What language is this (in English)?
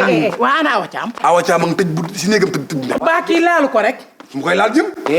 Wolof